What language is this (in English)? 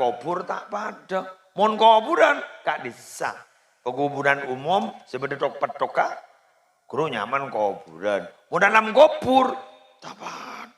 Madurese